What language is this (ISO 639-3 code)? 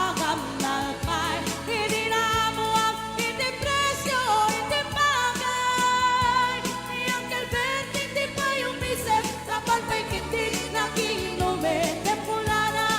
ilo